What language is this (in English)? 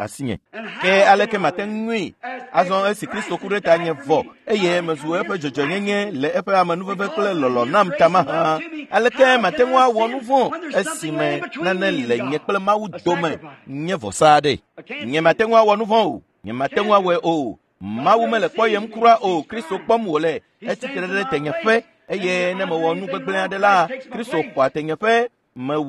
Ewe